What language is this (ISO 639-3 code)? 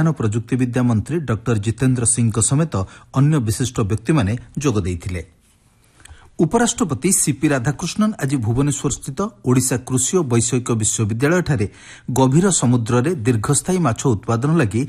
ori